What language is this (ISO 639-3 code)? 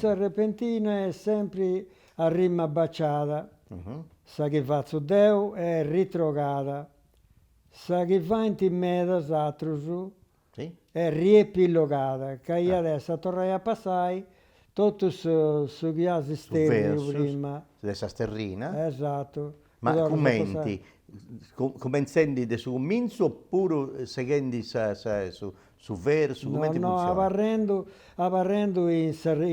srd